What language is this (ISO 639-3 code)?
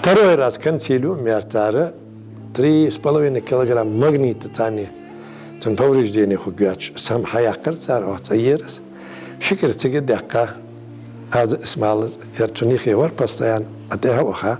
inh